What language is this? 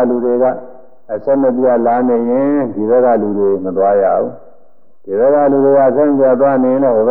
Burmese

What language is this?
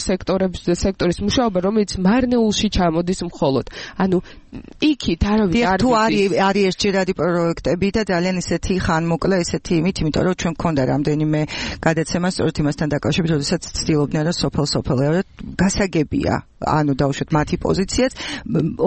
Georgian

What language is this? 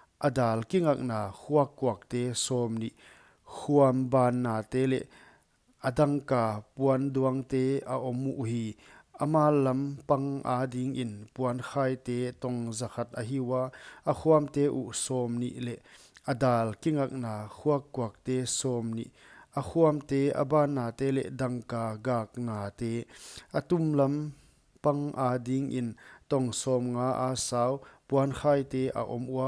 Paite Chin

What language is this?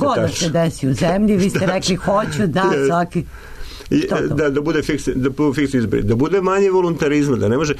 Serbian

